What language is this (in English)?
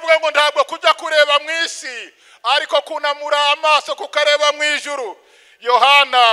Kinyarwanda